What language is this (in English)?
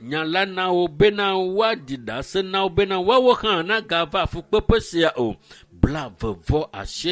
Ewe